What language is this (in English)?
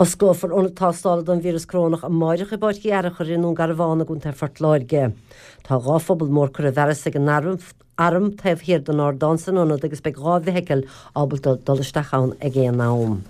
Irish